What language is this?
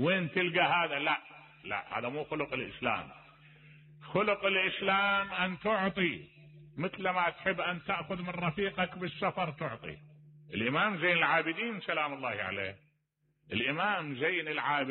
Mesopotamian Arabic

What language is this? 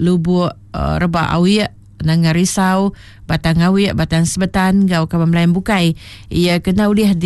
Iban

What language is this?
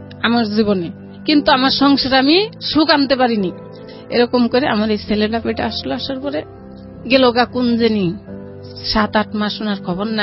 Bangla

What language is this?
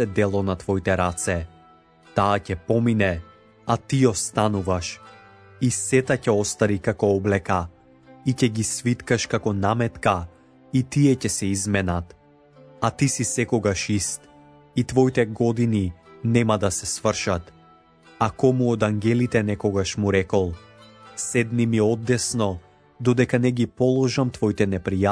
Macedonian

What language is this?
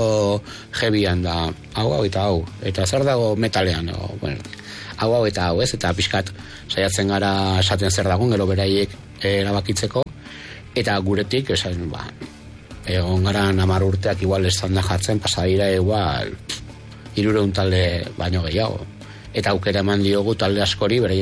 Basque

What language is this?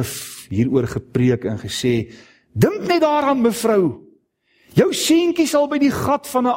Afrikaans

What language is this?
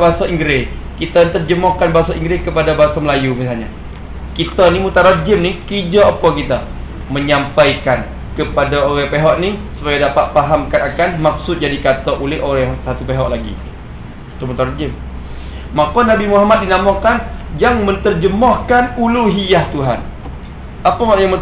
Malay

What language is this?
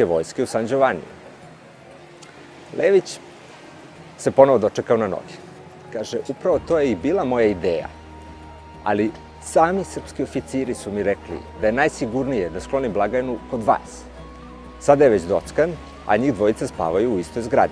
Serbian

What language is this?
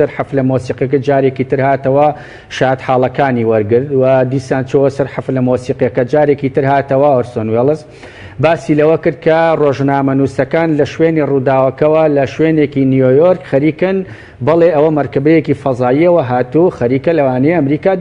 Central Kurdish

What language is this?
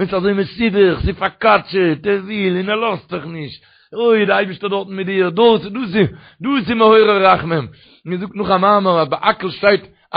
Yiddish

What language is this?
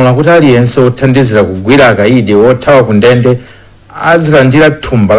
Nyanja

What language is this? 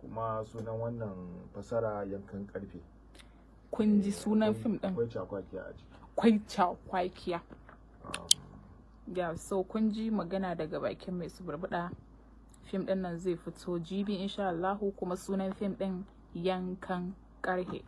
Hausa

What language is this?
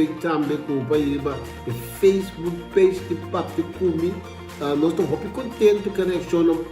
Papiamento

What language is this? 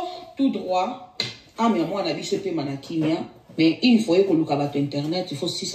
Lingala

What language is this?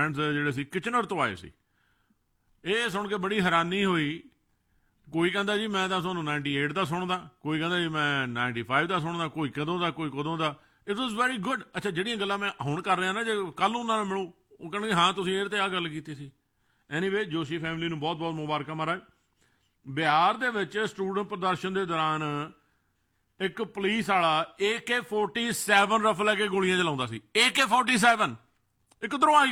Punjabi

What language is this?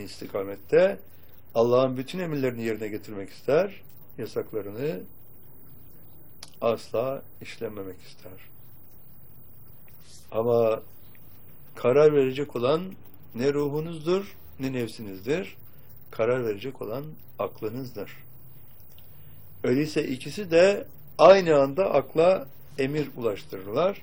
Turkish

